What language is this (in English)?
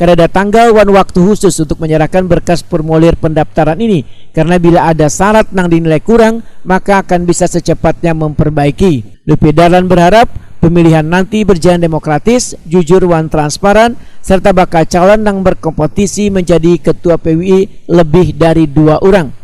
Banjar